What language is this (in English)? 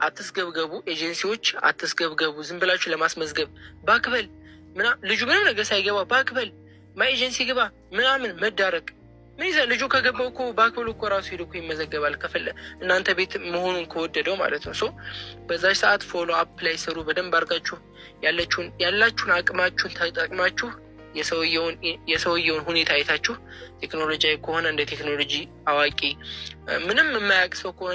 Amharic